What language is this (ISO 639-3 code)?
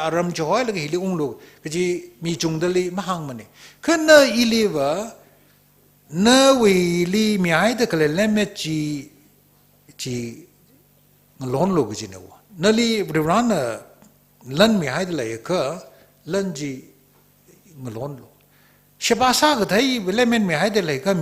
nmf